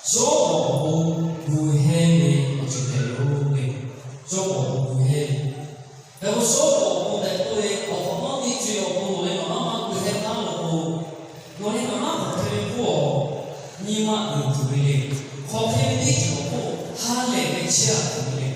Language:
Lahu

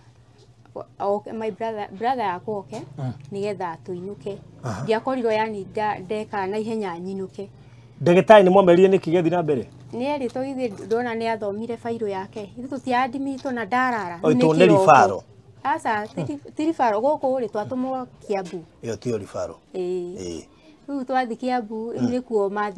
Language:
Kikuyu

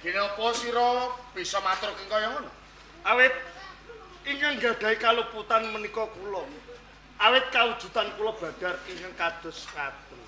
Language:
Javanese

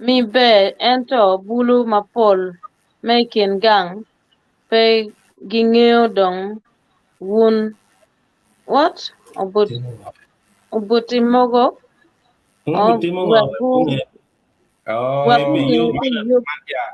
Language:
Acoli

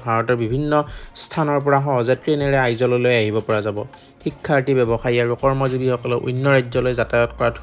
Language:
Assamese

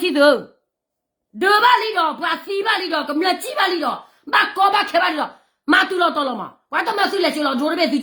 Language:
S'gaw Karen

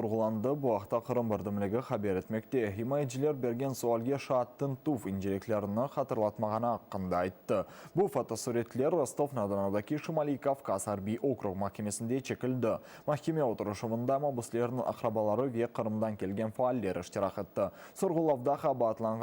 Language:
Crimean Tatar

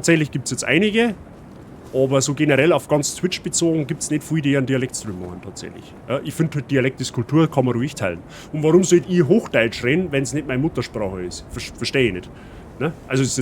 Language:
Bavarian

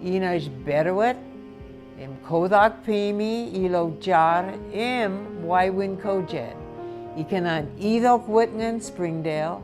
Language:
Marshallese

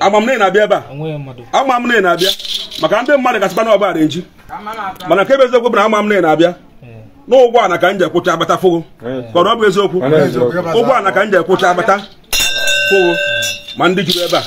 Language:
Igbo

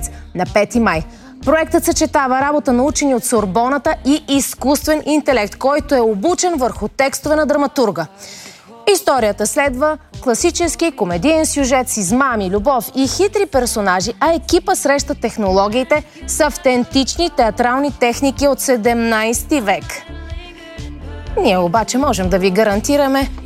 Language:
Bulgarian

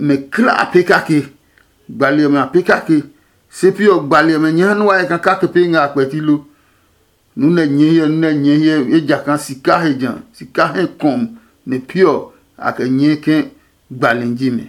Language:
Adangme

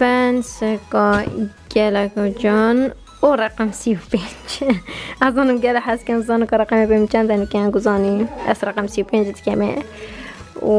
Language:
Kurdish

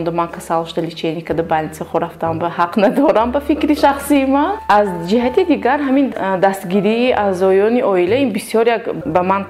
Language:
Tajik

